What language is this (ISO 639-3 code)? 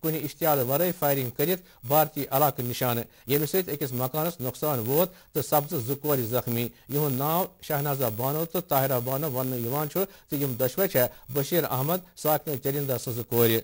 kas